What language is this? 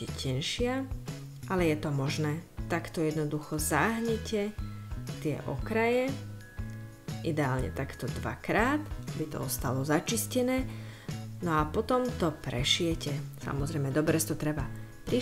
Slovak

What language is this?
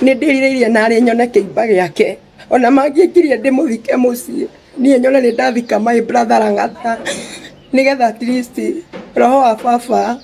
Kikuyu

